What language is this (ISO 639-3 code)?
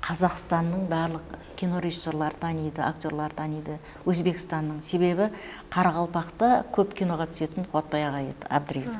kaa